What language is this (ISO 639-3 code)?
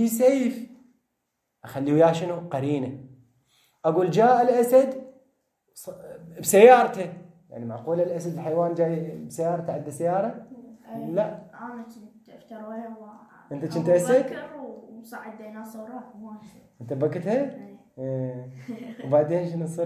acm